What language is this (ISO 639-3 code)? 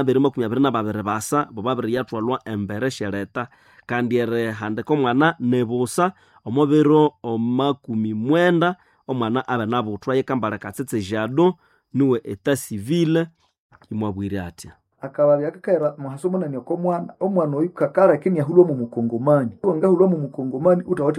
nnb